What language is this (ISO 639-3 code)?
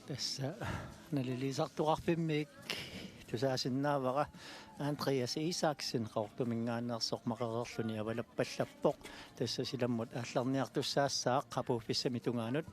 kal